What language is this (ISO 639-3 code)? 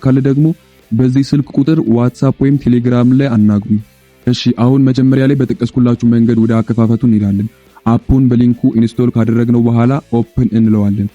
amh